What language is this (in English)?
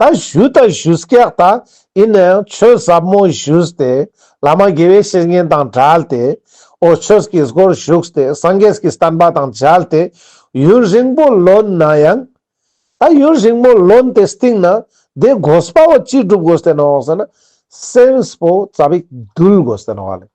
Ladakhi